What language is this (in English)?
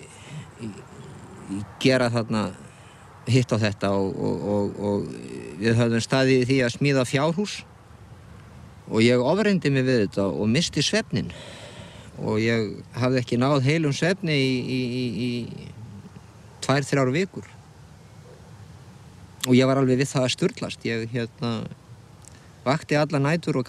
Icelandic